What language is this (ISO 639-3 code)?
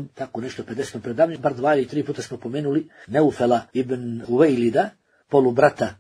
bos